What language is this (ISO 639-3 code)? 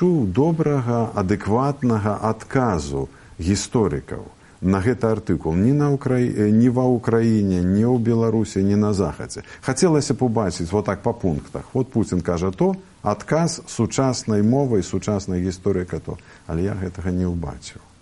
bel